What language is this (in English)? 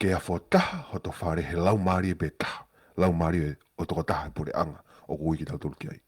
Tongan